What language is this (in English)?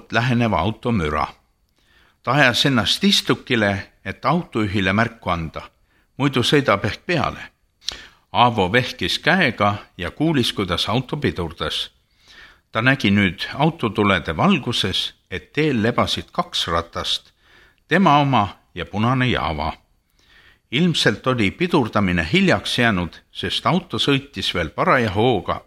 Estonian